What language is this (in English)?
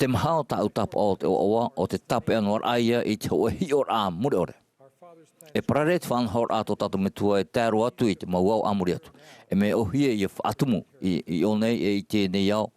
Tahitian